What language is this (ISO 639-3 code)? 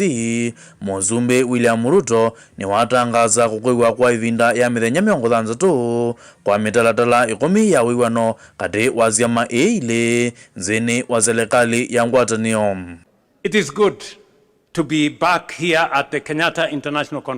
kam